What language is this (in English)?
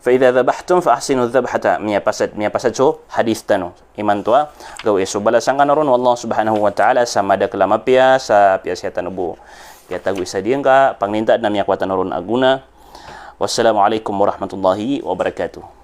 Maranao